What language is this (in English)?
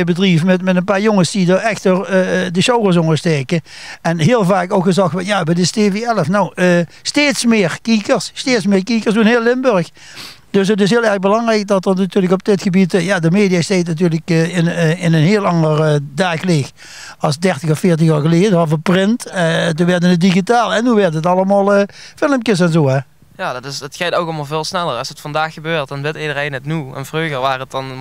Limburgish